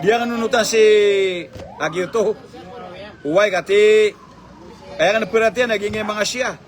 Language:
Maranao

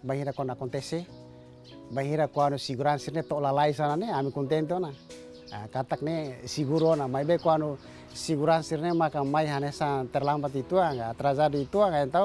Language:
Tetum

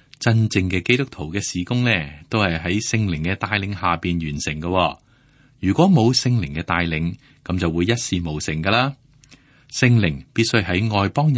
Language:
Cantonese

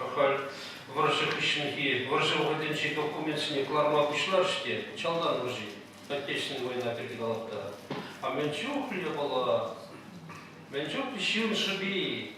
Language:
Chuvash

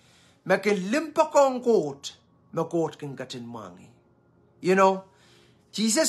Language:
Pohnpeian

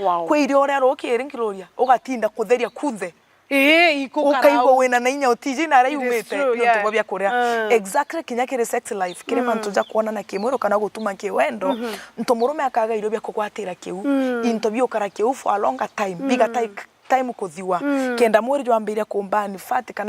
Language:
Meru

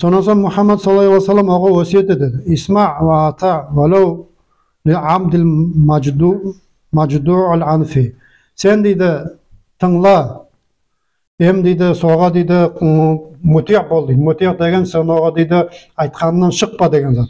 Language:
Nogai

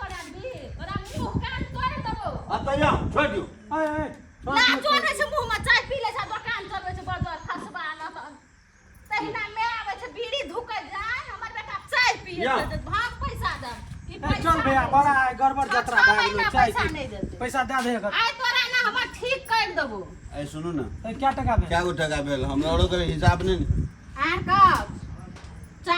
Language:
Maithili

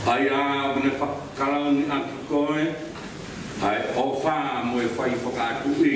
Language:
Tongan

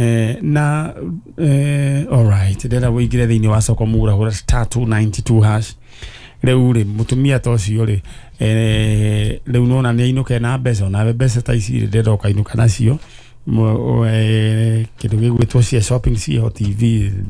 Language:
Kikuyu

